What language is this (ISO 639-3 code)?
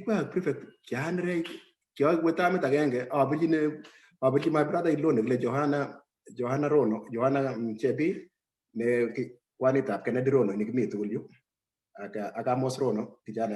kln